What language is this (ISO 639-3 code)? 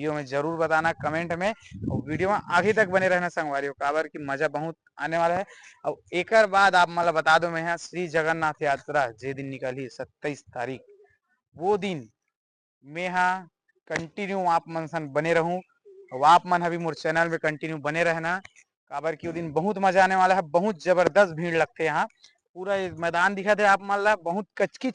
hne